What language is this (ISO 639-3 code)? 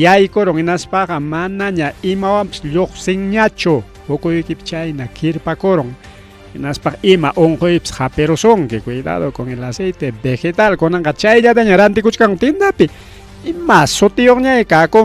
quy